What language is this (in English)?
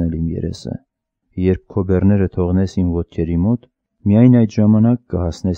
Armenian